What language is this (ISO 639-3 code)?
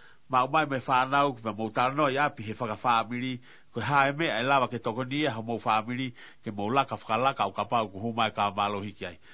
ton